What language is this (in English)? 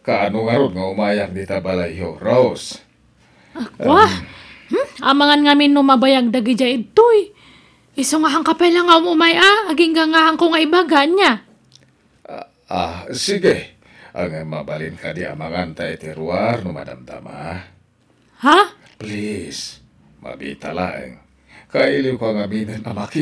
Iloko